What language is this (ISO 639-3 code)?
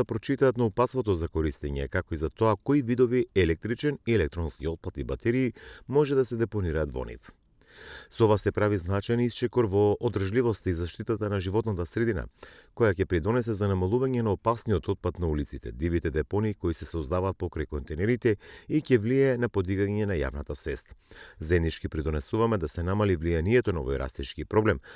mkd